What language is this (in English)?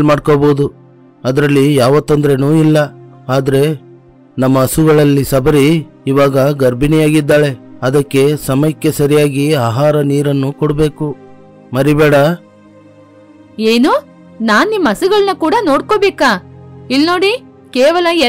Kannada